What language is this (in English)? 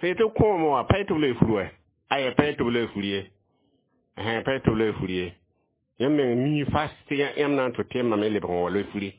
Mossi